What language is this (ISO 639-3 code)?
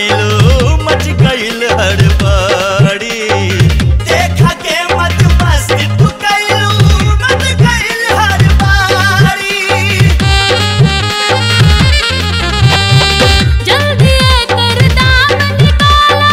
bho